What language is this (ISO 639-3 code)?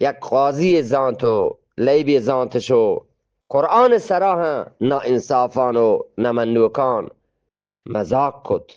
bgp